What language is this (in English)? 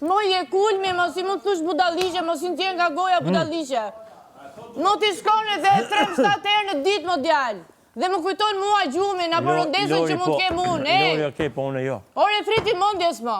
Albanian